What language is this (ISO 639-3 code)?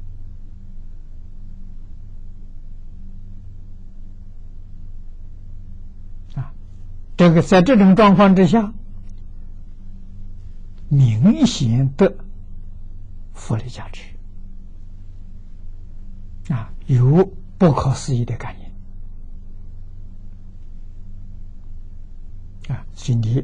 zho